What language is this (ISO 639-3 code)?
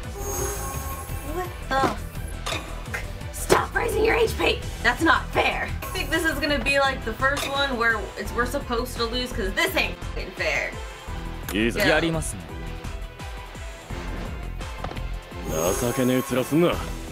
jpn